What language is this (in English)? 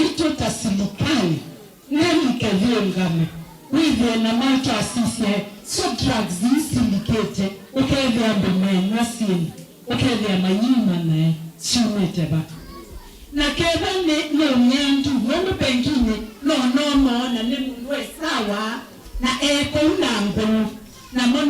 Kamba